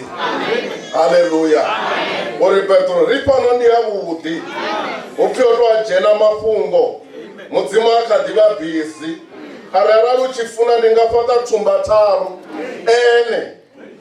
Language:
Venda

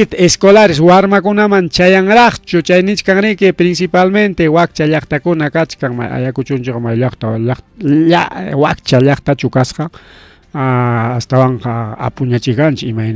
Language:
Ayacucho Quechua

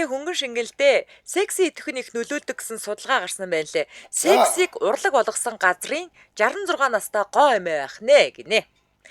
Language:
Mongolian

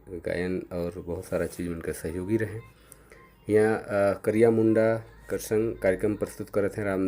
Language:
Sadri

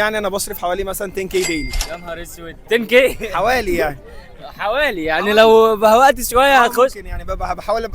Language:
Egyptian Arabic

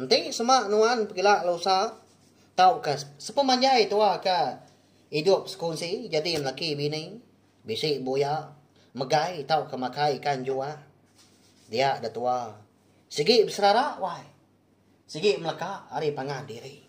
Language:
Iban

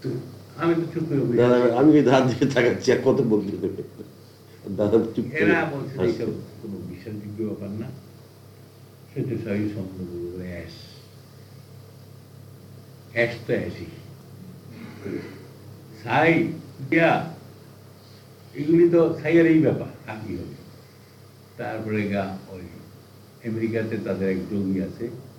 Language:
Bangla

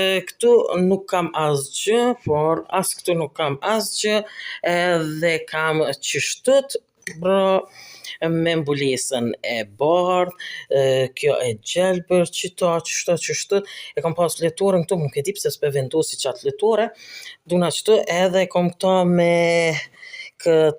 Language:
Albanian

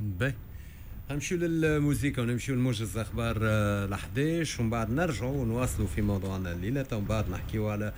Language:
Tunisian Arabic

